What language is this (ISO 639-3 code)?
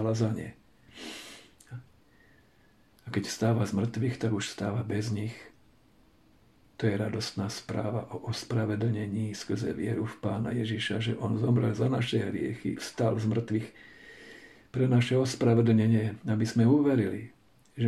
slk